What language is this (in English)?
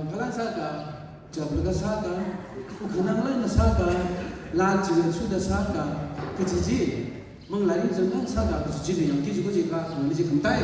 Tangkhul Naga (India)